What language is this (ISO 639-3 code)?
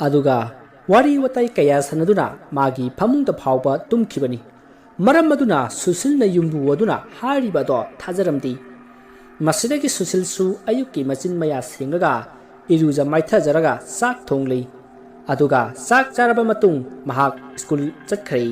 mni